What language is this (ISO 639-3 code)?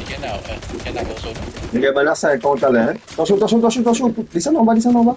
mfe